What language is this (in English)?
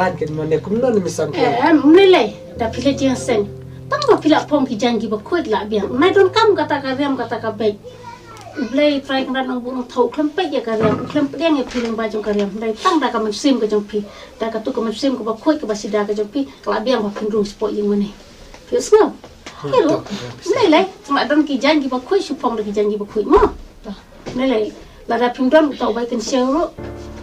Khasi